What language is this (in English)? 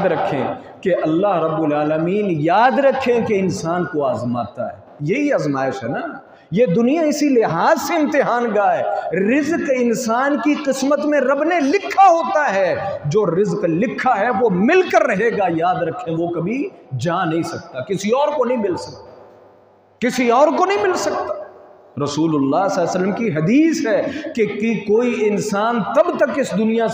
Urdu